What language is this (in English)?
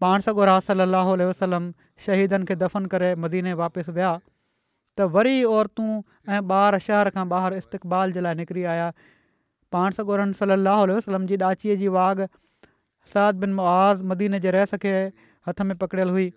Sindhi